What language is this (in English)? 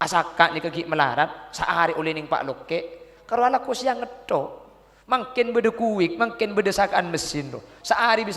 Madurese